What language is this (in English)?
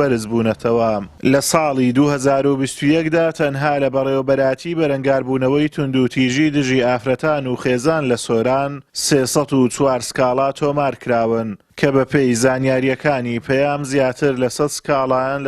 Central Kurdish